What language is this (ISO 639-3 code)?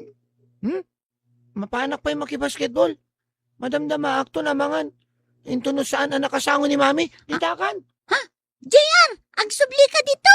ilo